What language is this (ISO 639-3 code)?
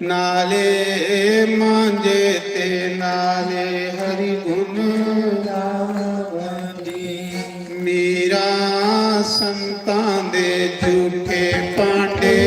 doi